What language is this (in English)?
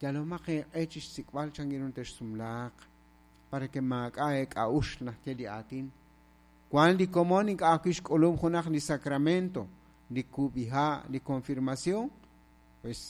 Kekchí